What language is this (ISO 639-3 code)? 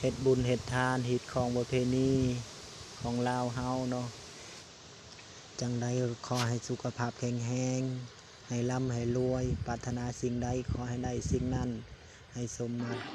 lao